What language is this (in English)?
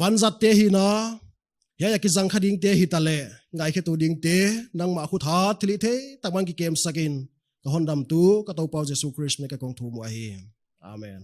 Paite Chin